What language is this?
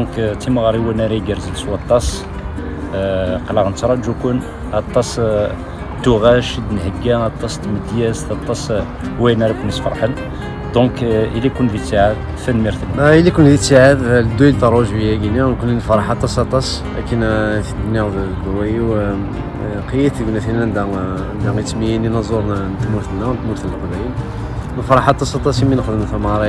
Kabyle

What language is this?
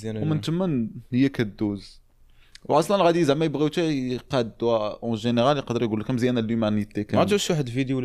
Moroccan Arabic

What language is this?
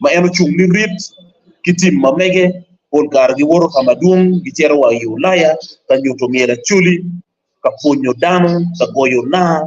Acoli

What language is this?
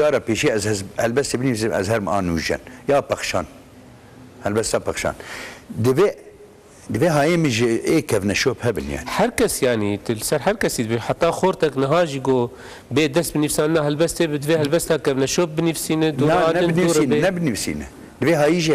Kurdish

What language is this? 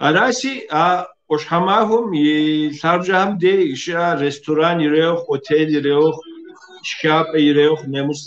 Kabardian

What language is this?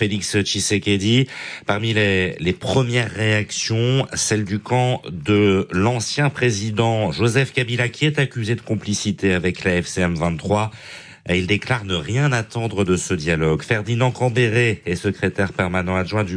French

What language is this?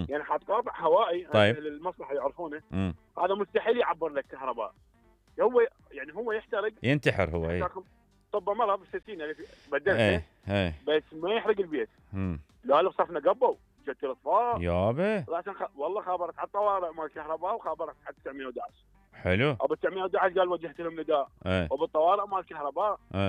Mesopotamian Arabic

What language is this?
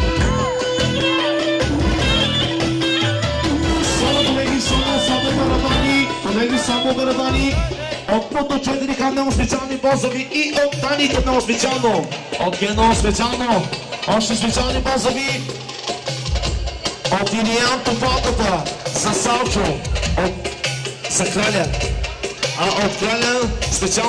Bulgarian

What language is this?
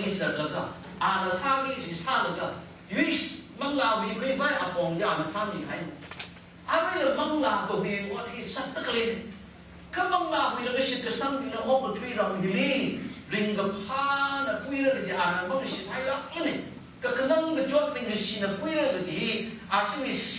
Tangkhul Naga (India)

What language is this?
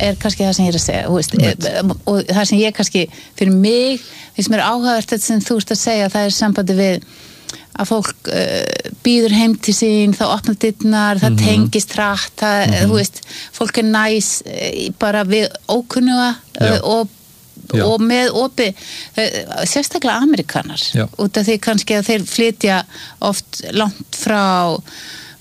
Icelandic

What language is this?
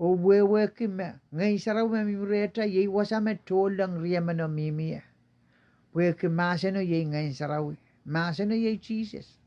Pohnpeian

